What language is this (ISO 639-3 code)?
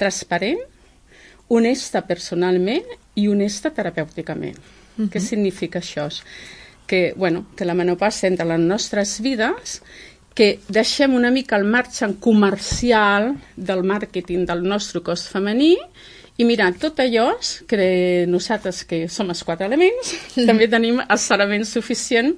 cat